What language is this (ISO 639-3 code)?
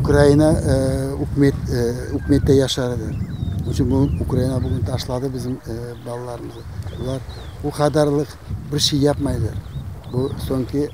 crh